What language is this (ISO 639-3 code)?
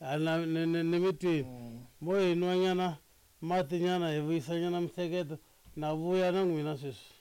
tso